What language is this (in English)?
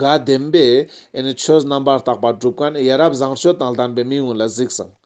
Ladakhi